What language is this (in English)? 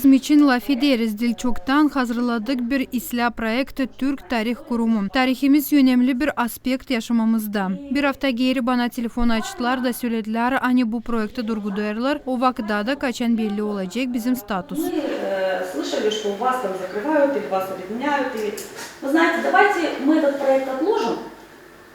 Gagauz